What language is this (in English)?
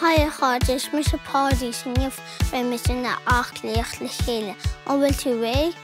Irish